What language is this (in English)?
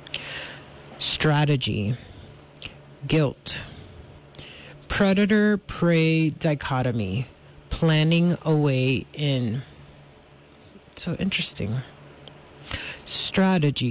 English